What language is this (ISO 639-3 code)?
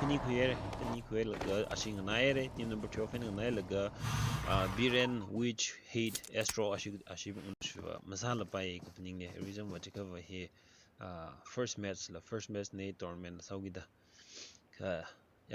nmf